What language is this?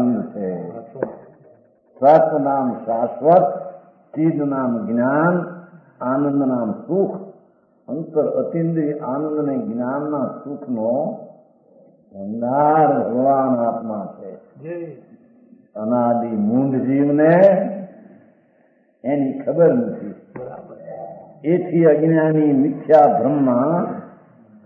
Gujarati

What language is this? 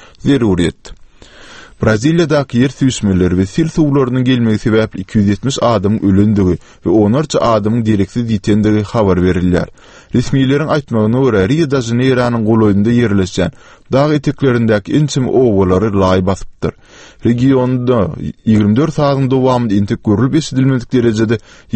Turkmen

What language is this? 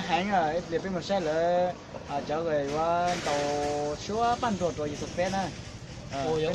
Hmong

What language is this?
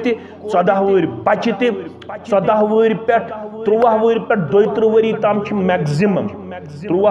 Kashmiri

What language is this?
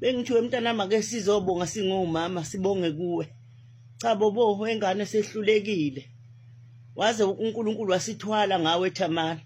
Zulu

